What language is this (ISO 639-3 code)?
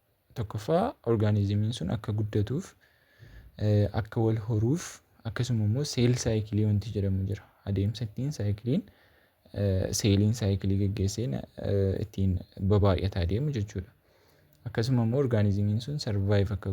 orm